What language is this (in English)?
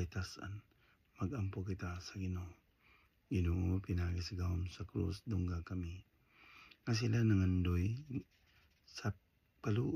Cebuano